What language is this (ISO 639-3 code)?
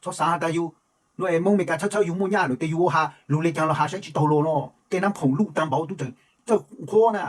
hmn